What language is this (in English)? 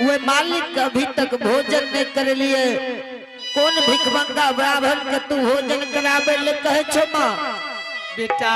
Angika